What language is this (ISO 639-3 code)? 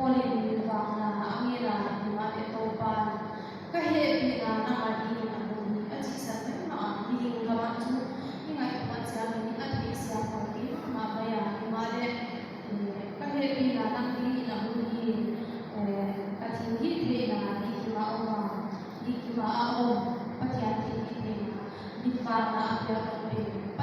pck